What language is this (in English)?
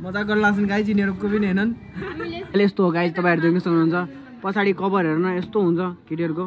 Nepali